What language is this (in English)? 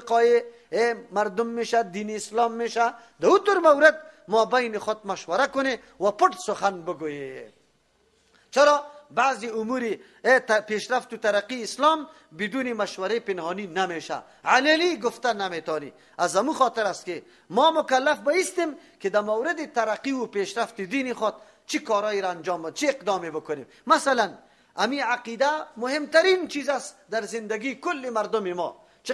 Persian